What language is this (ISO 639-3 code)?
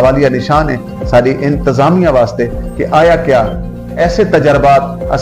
skr